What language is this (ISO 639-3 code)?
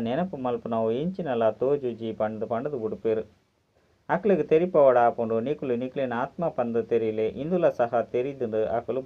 tcy